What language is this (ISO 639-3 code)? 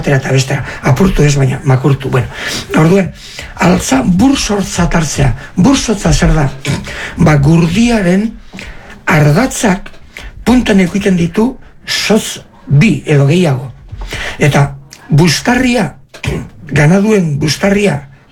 eus